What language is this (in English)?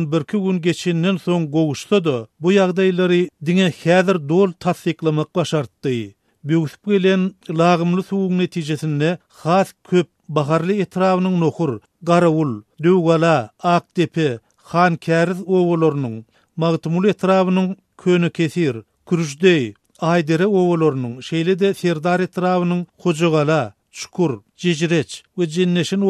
Turkmen